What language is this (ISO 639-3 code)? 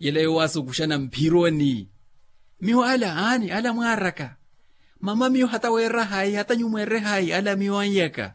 vmw